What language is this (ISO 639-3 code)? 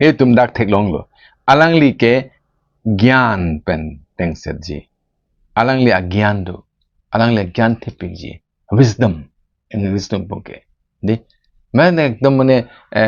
mjw